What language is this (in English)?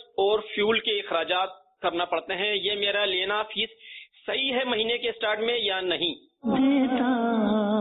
Urdu